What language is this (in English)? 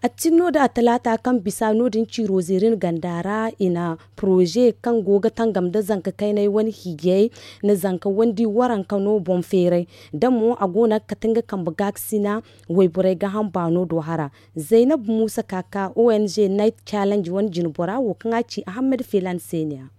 Zarma